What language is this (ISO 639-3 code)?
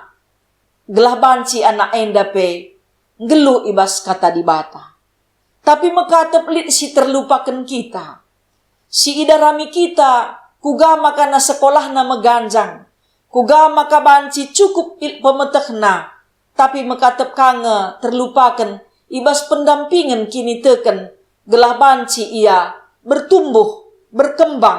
btx